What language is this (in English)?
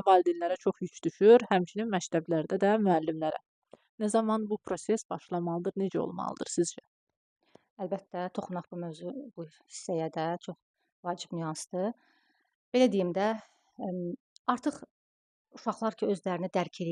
Azerbaijani